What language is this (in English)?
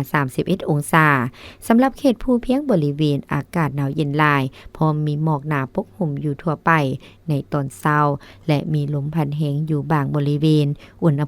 Lao